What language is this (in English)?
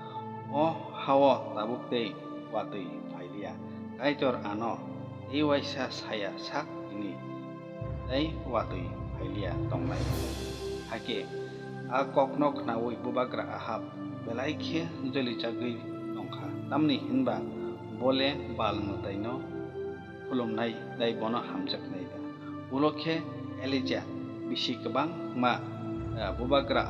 Kok Borok